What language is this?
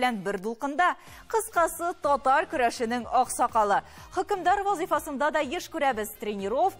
Tatar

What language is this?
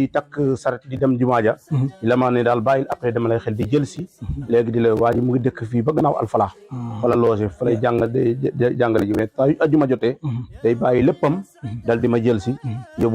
Wolof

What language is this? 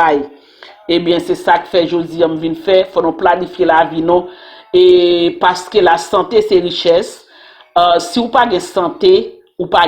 Haitian Creole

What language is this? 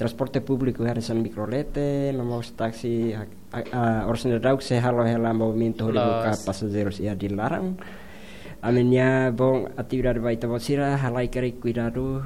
Tetum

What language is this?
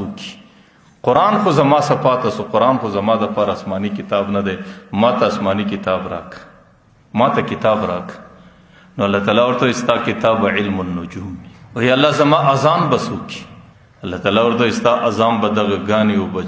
Pashto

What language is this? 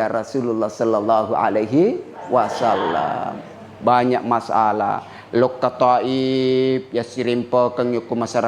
Buginese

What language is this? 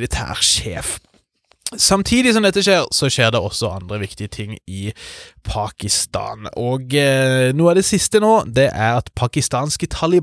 Norwegian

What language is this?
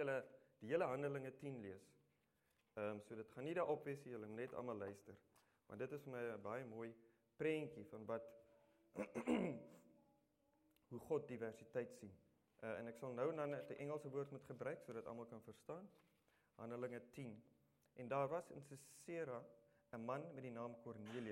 Afrikaans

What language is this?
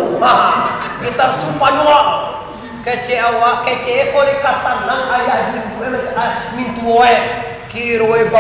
Minangkabau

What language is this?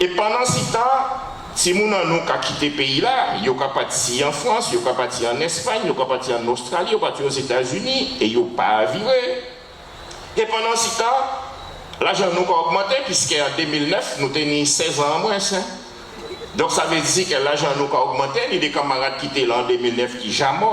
Guadeloupean Creole French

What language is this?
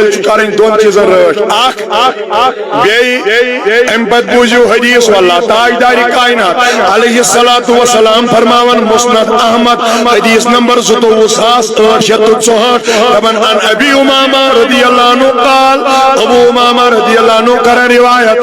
Kashmiri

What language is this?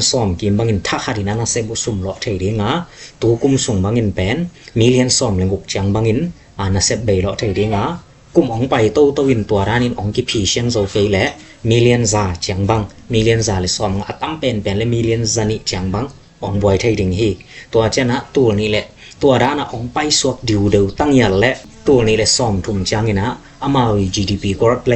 Tedim Chin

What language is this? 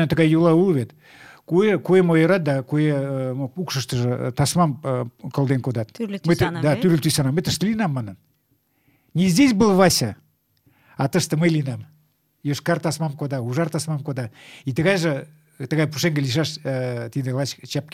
Mari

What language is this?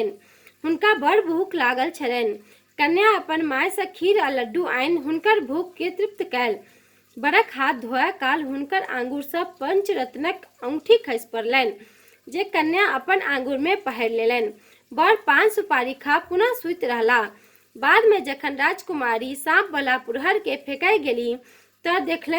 Maithili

